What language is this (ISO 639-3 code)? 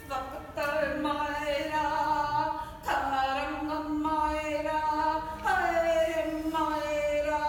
mri